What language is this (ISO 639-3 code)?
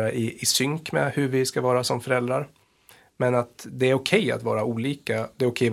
swe